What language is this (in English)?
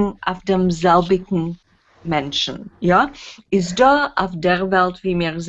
Yiddish